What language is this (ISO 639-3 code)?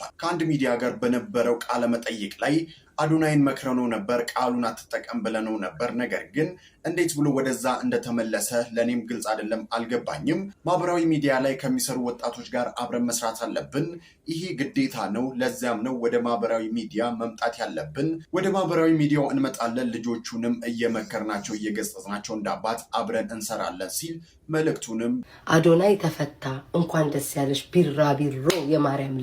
amh